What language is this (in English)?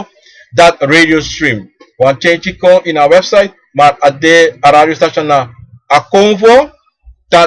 Sranan Tongo